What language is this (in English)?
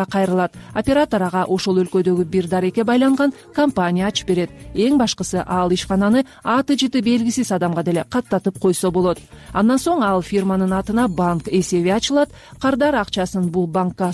Kyrgyz